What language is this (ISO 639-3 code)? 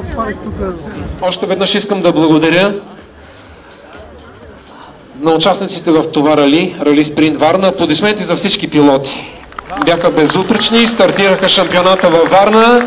bul